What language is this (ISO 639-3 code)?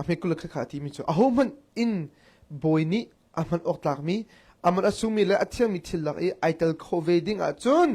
cnh